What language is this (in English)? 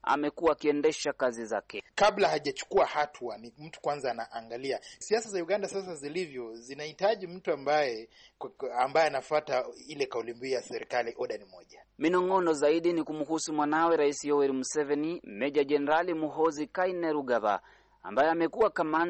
Swahili